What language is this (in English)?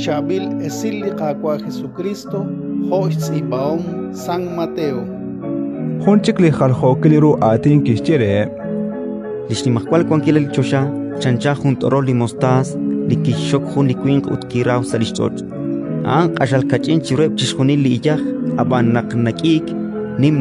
Kekchí